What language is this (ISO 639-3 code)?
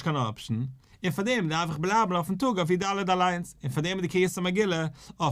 yid